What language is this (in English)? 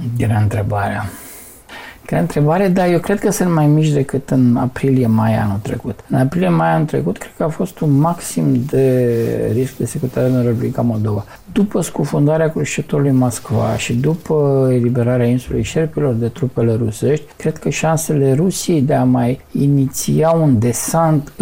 Romanian